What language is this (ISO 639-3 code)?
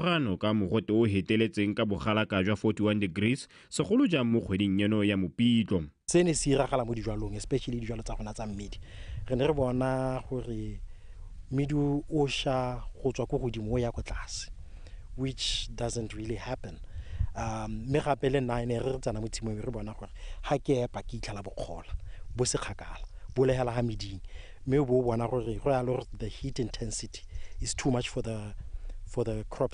tsn